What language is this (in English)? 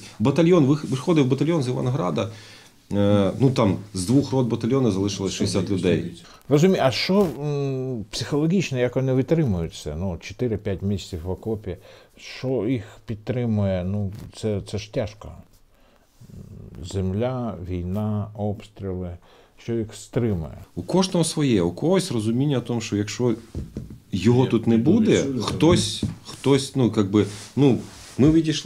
Ukrainian